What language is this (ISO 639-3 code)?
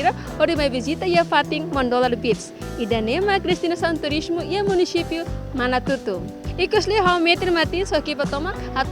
tet